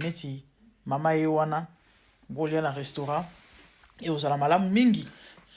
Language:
Lingala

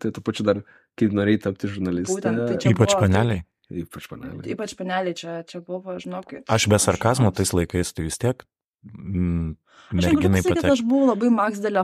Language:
Lithuanian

